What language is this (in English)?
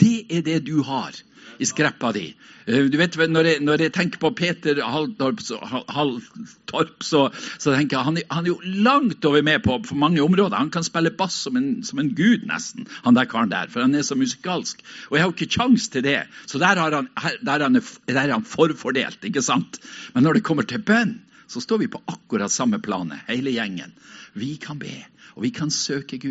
Norwegian